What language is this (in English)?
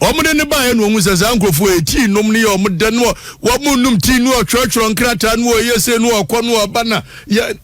Akan